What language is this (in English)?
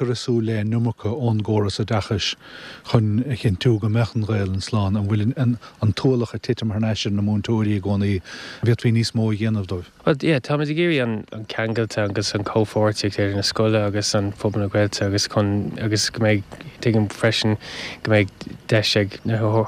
Irish